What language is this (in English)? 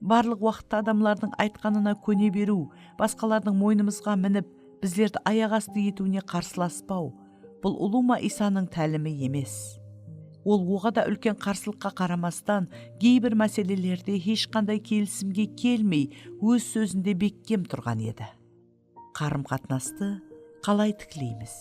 Kara-Kalpak